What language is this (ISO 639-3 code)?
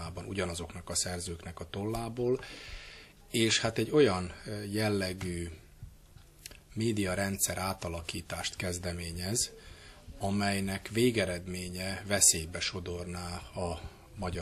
hun